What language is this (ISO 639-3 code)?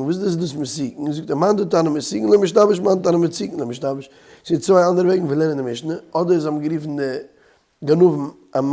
yid